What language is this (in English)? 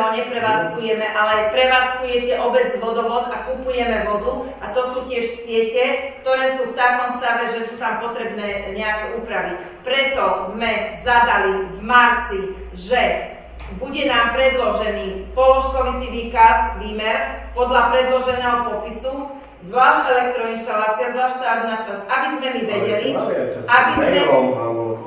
Slovak